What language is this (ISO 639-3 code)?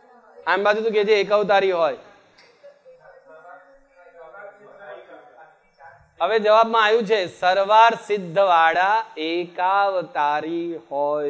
guj